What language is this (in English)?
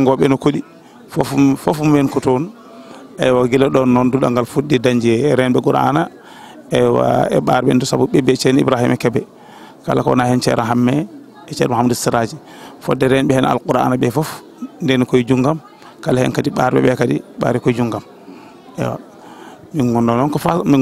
Fula